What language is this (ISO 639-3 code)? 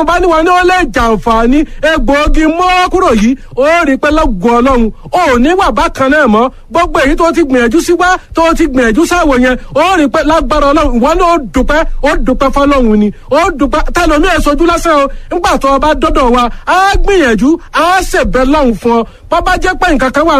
yor